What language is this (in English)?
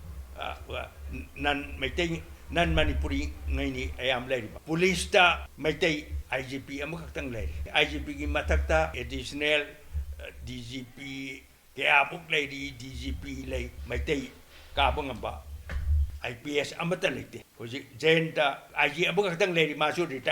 Manipuri